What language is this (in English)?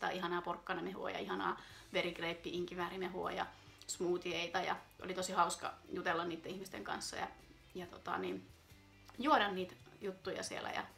Finnish